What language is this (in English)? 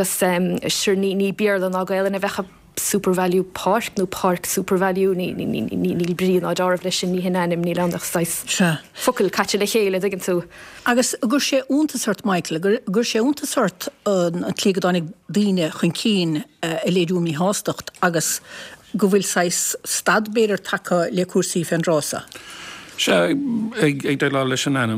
Irish